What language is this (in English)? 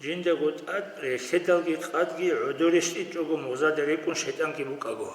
Avaric